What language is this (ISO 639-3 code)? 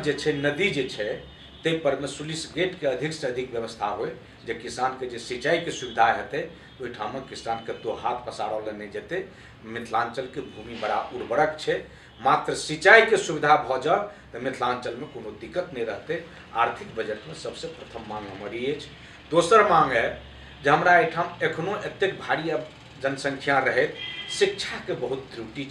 mai